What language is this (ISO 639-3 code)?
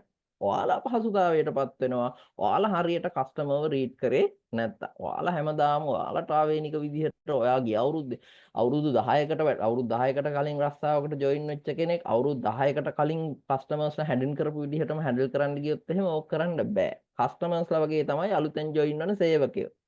sin